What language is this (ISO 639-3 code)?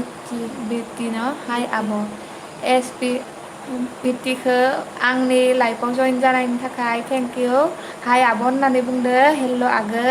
brx